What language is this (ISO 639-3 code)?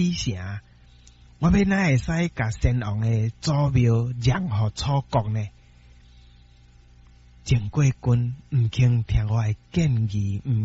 nan